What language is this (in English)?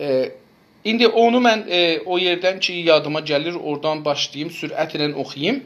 South Azerbaijani